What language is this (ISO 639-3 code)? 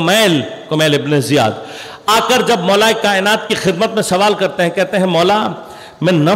urd